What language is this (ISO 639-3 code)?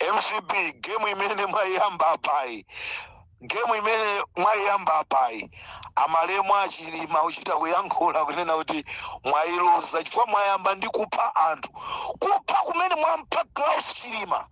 nya